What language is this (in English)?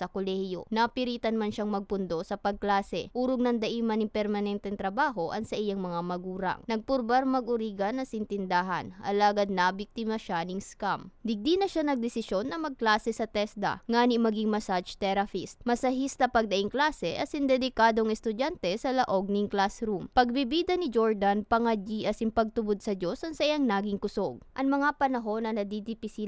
Bikol